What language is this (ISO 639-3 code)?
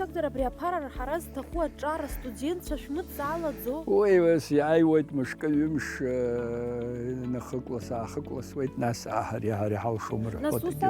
abk